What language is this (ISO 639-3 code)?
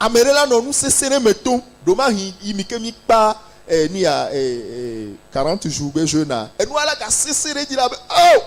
ewe